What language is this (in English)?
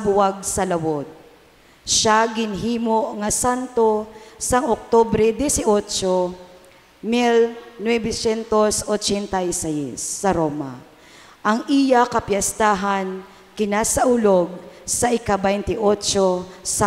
Hiligaynon